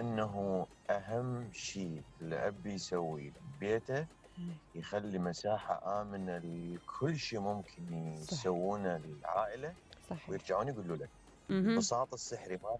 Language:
Mesopotamian Arabic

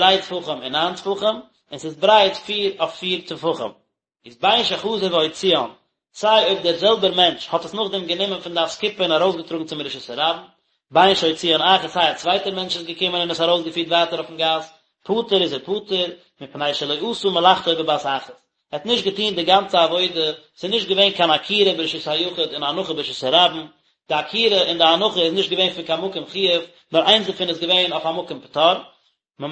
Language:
Yiddish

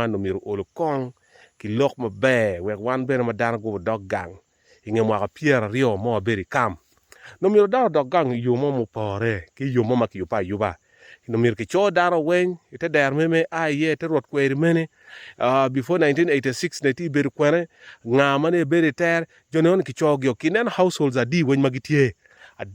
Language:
Acoli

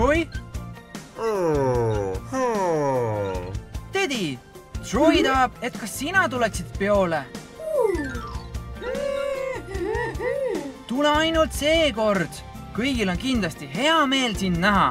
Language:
Estonian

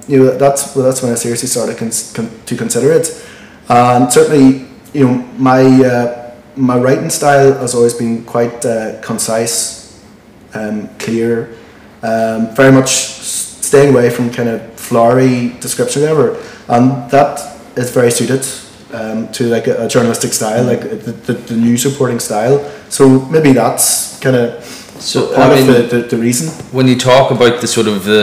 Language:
English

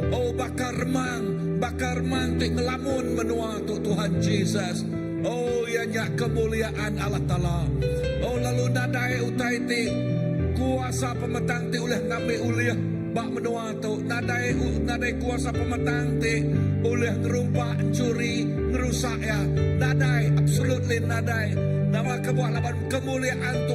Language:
Iban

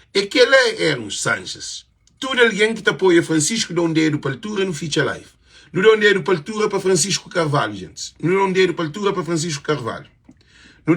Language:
Kabuverdianu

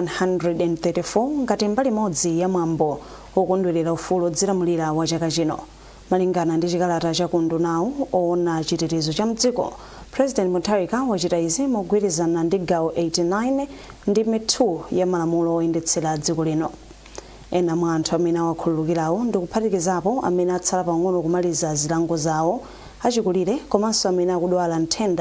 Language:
Nyanja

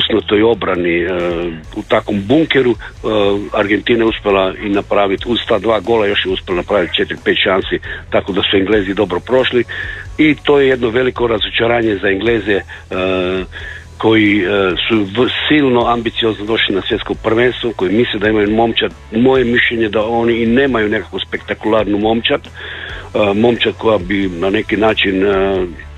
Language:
Croatian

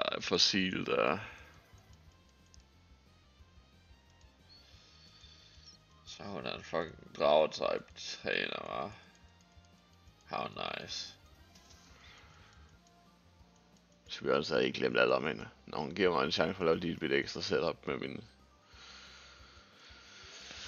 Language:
Danish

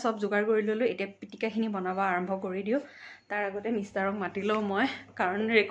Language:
Assamese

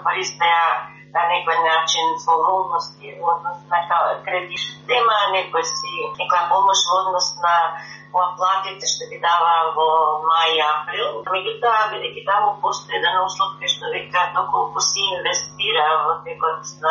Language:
Macedonian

